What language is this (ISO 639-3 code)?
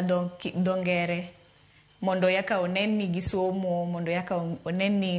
luo